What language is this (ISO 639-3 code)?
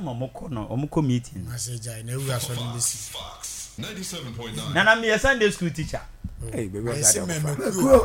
aka